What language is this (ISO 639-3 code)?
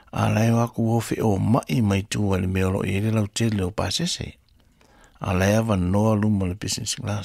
smo